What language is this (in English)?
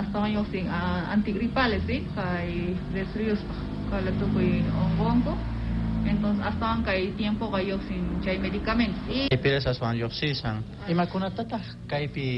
Quechua